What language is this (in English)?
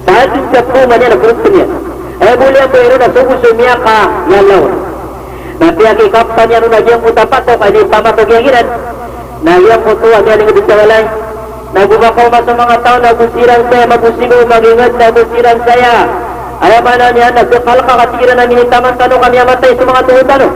Maranao